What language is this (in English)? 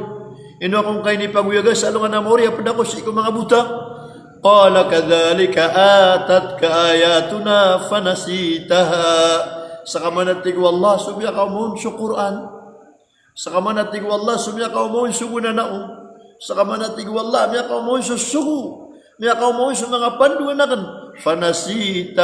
Maranao